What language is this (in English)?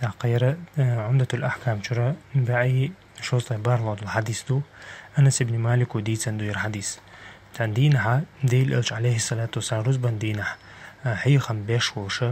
Chechen